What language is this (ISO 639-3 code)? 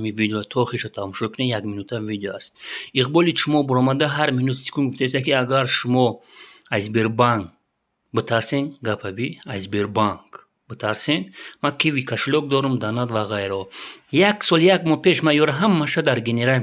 tgk